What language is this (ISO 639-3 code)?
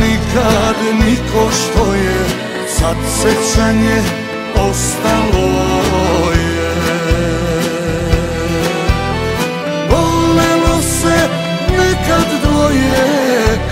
srp